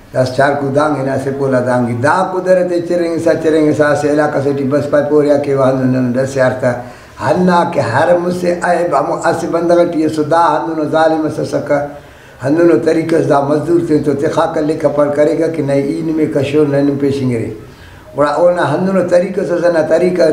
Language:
Brahui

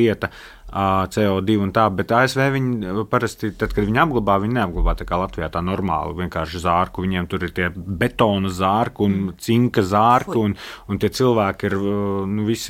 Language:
Latvian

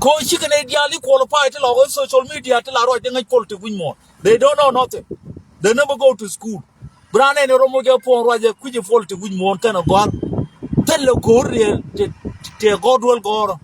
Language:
Nuer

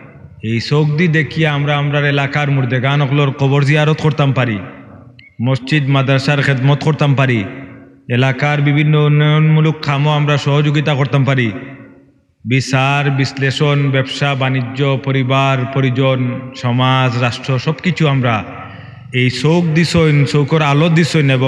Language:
Sylheti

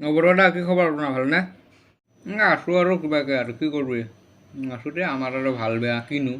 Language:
Assamese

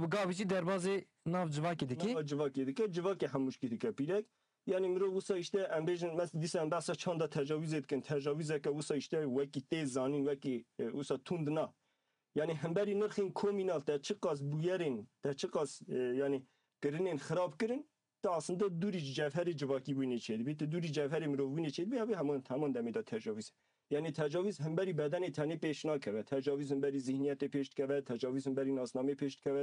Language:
Kurdish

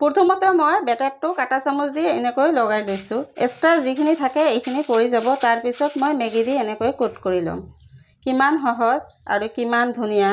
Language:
Assamese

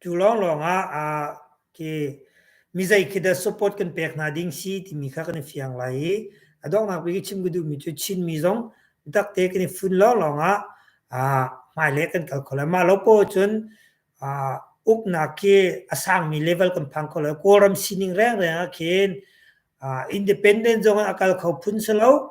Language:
Hakha Chin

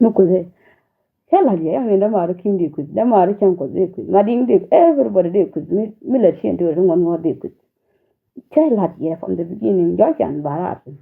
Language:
Nuer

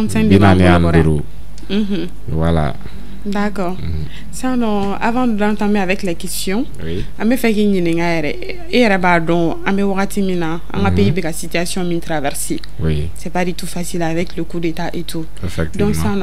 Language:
Bambara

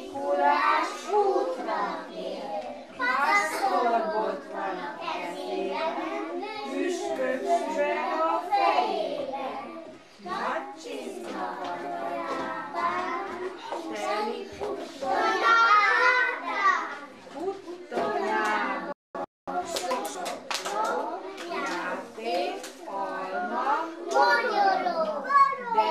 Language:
Hungarian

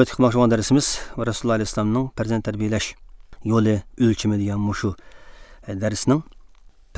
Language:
Uyghur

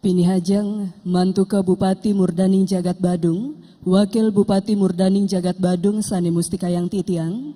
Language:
Balinese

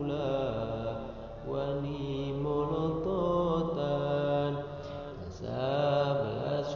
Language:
Sundanese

